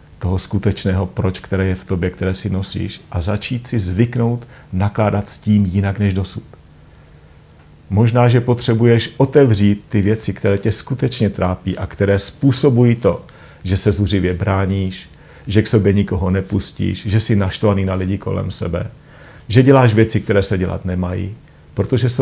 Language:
Czech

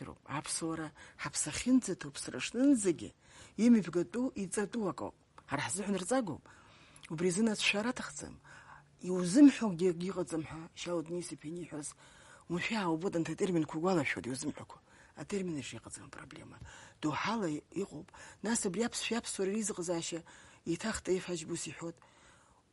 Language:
Abkhazian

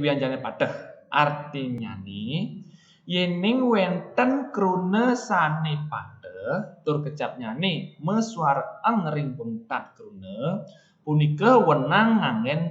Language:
Balinese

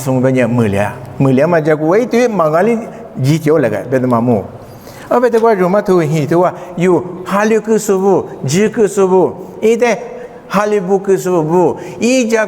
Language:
Lisu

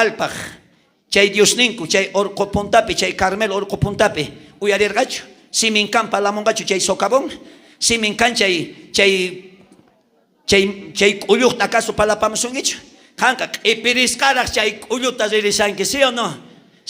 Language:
South Bolivian Quechua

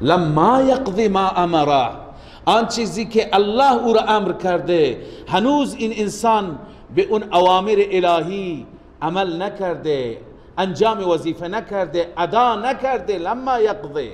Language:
Persian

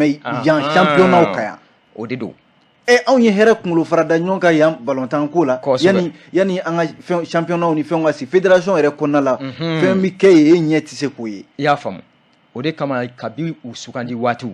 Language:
Bambara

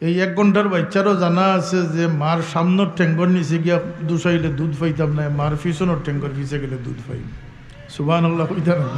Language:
Sylheti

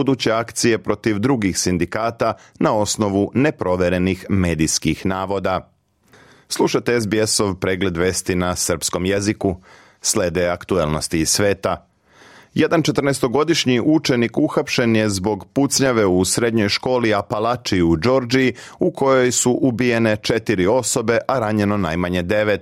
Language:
Serbian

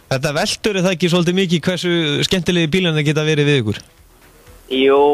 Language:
Icelandic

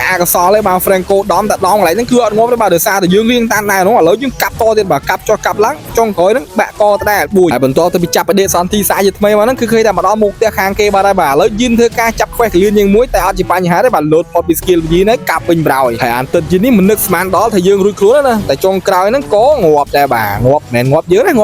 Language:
Khmer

